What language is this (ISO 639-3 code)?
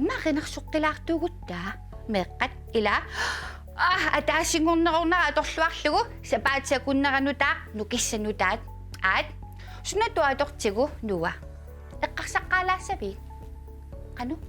kal